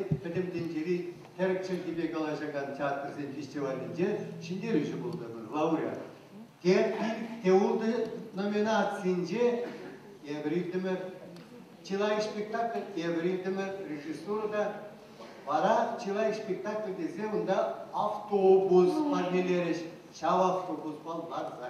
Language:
Chuvash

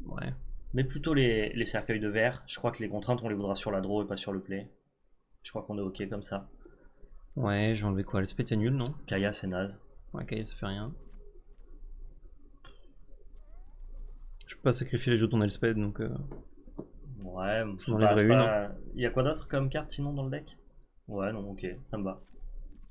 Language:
French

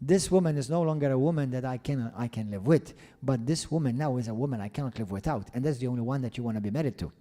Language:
English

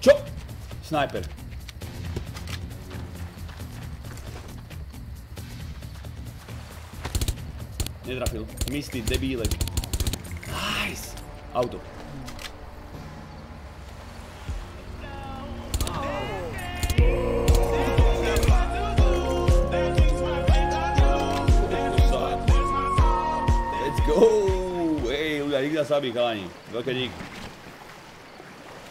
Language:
Slovak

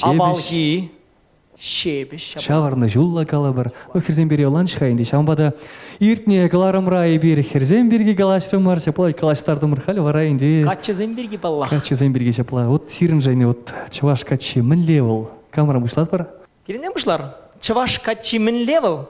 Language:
Chuvash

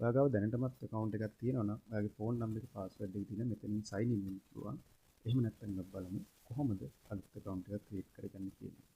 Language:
Sinhala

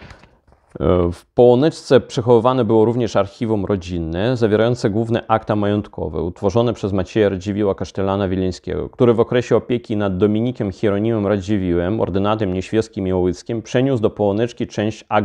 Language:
Polish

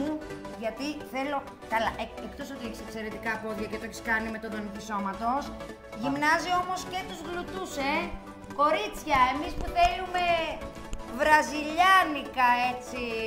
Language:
Greek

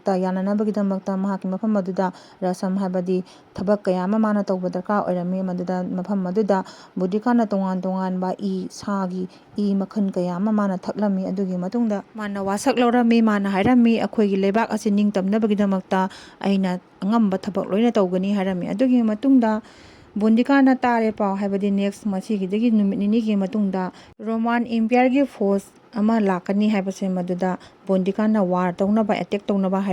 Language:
Manipuri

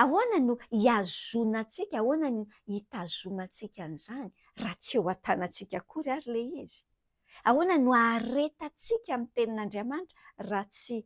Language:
Malagasy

